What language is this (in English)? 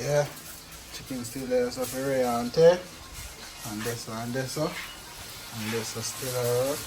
Jamaican Creole English